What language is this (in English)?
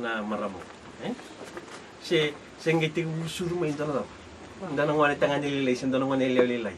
Fijian